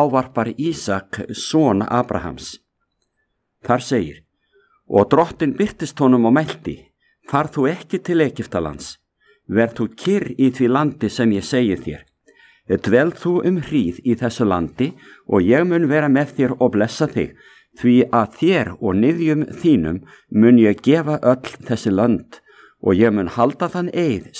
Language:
Icelandic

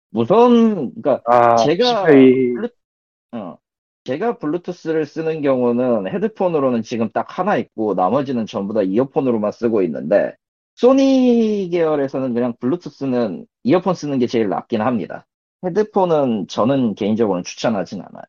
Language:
Korean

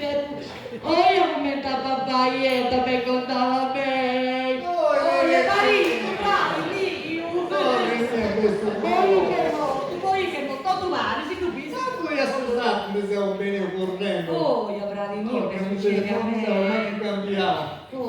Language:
Sardinian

